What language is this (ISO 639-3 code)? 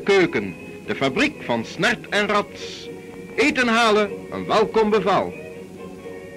nld